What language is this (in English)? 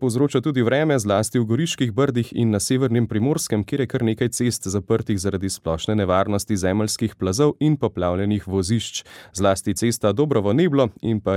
Slovenian